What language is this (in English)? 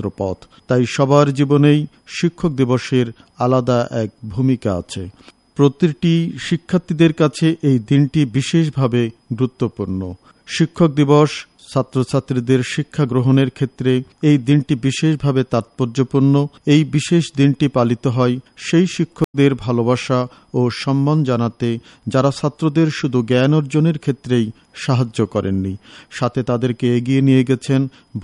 Bangla